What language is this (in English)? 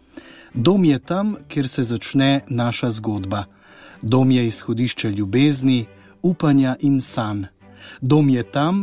Slovenian